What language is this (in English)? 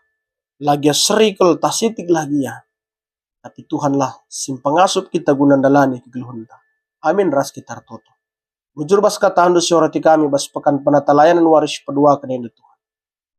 Batak Karo